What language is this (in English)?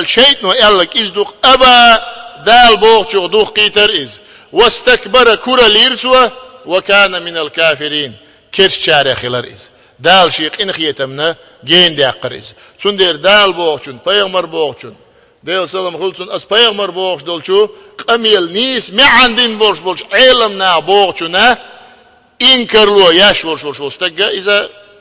Chechen